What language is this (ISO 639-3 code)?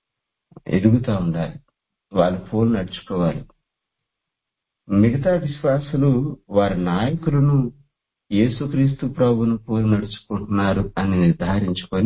tel